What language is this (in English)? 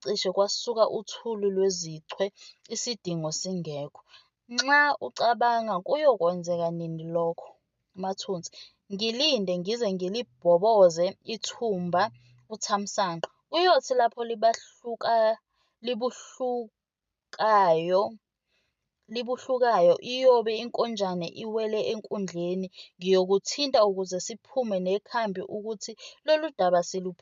Zulu